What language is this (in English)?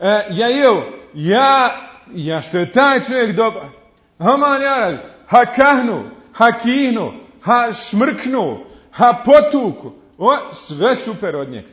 Bosnian